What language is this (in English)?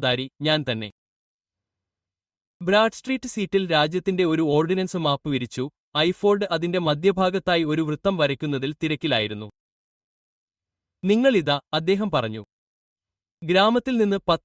Malayalam